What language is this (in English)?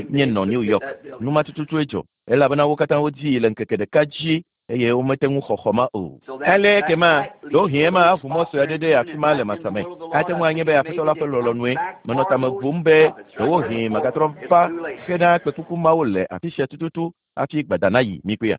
Ewe